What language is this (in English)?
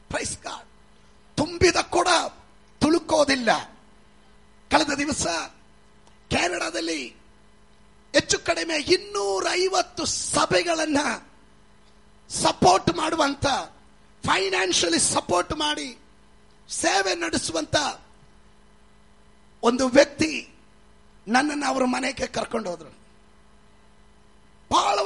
Kannada